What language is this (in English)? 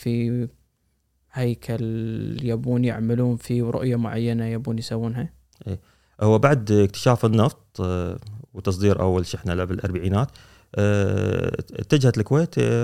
Gulf Arabic